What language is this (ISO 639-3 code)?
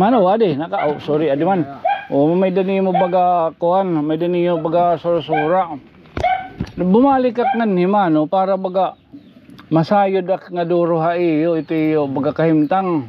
war